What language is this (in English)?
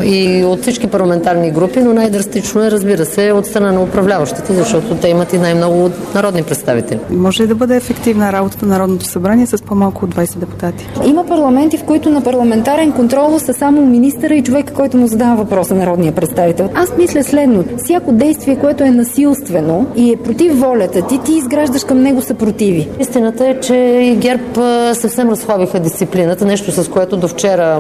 Bulgarian